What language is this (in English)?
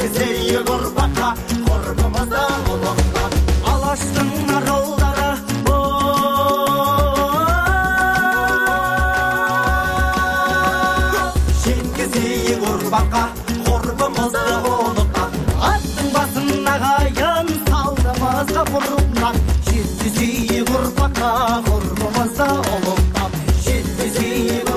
Kazakh